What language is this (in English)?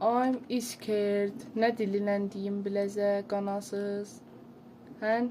South Azerbaijani